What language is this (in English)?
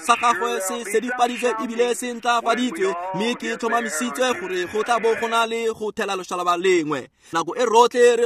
Tswana